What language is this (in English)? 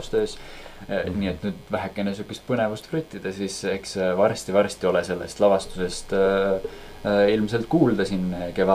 Estonian